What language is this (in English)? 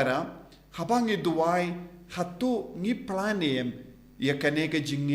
Khasi